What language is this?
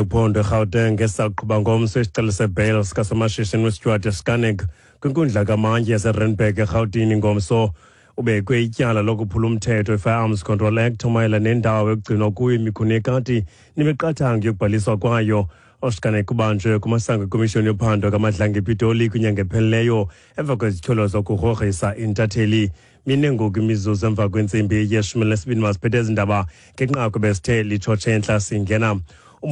Xhosa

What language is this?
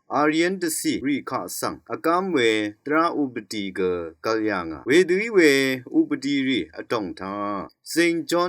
Rawang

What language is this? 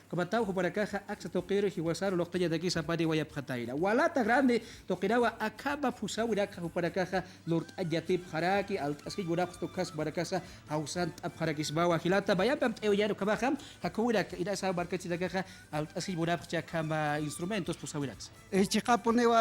Aymara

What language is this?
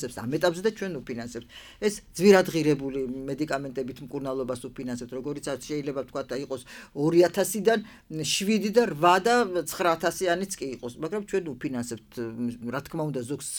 Georgian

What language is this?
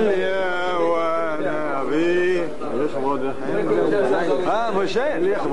Hebrew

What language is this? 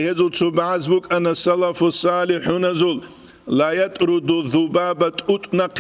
Avaric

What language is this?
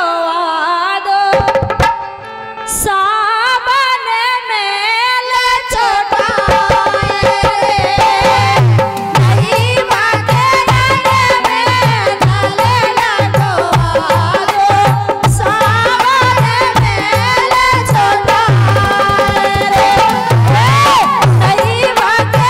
Bhojpuri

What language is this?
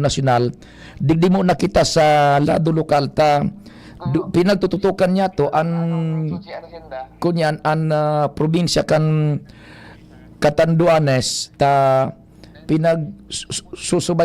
Bikol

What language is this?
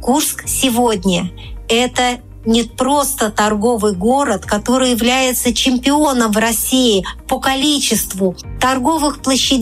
Russian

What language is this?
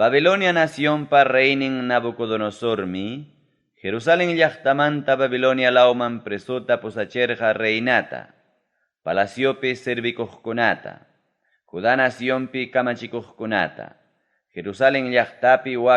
Ayacucho Quechua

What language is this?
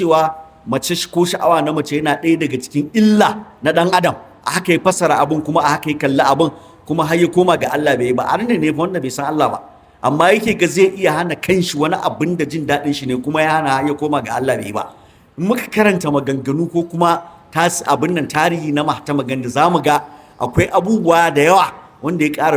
Hausa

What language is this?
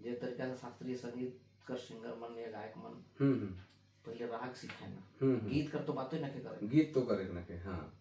Sadri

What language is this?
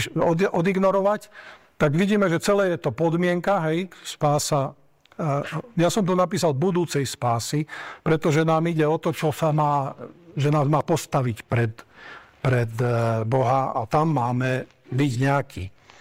Slovak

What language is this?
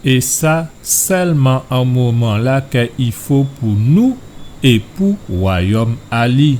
Guadeloupean Creole French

